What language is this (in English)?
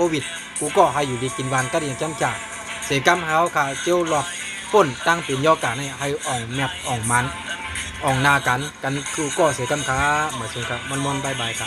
Shan